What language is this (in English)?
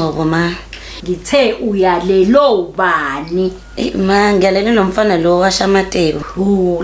Zulu